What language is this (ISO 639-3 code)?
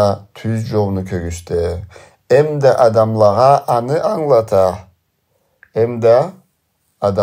krc